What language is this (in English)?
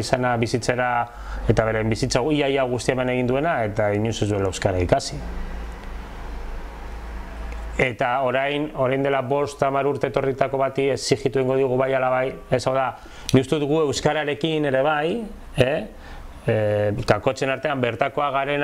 Basque